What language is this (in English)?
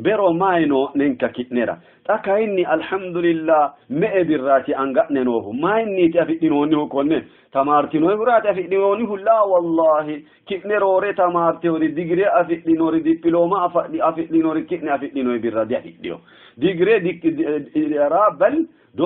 Sidamo